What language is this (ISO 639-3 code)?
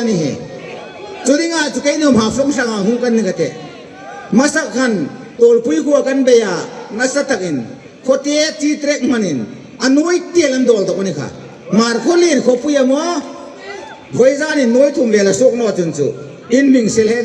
hmr